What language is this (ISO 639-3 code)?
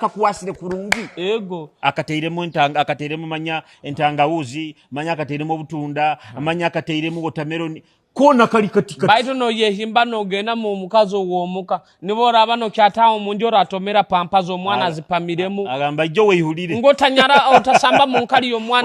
nyo